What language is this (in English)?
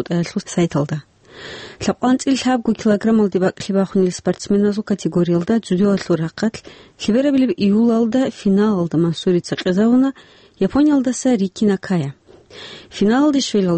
Avaric